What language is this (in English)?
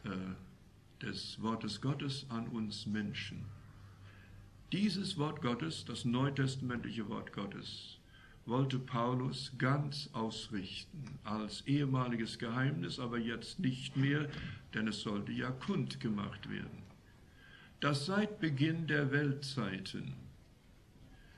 German